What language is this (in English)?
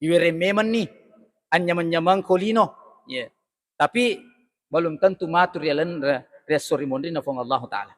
Buginese